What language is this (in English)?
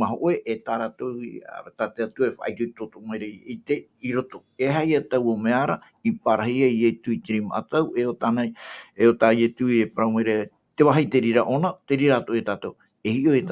Tahitian